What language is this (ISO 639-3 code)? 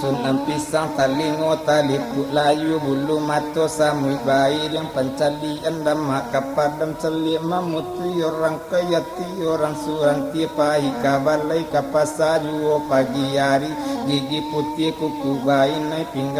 min